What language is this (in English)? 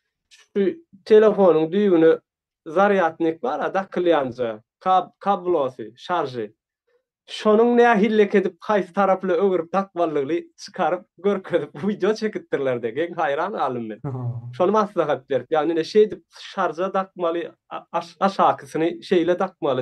Turkmen